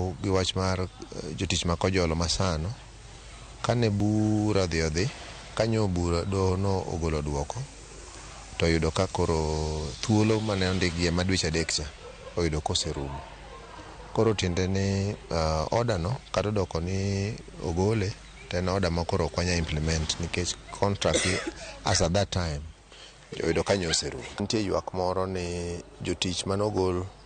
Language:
Luo (Kenya and Tanzania)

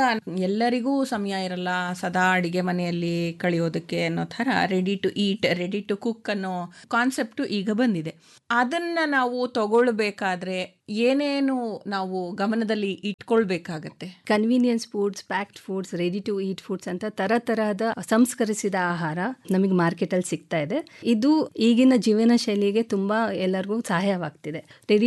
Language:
Kannada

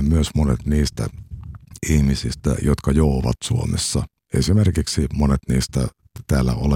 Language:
Finnish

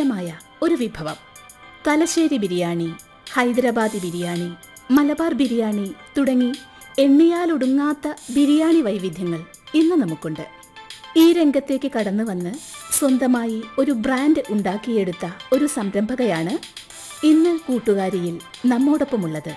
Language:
Malayalam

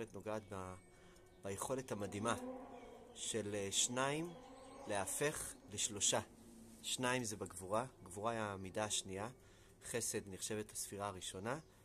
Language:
Hebrew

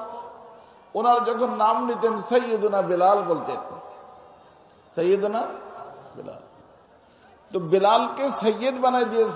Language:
Bangla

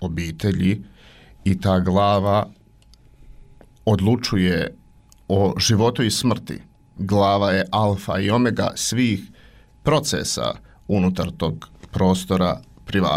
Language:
Bosnian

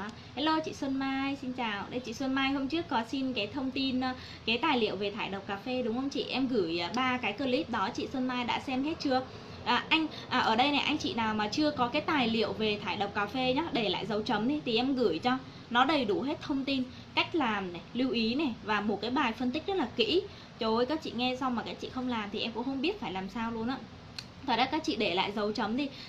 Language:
Vietnamese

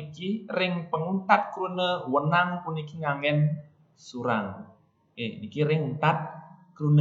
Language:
Balinese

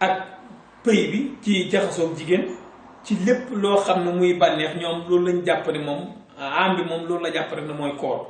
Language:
Wolof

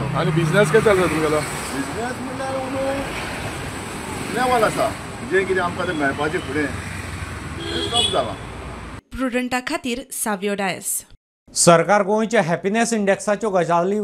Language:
Konkani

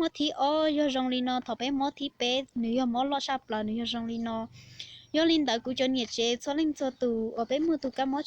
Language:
Hmong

